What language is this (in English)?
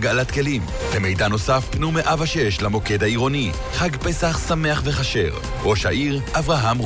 Hebrew